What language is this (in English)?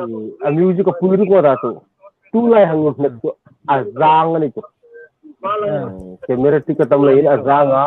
Hmar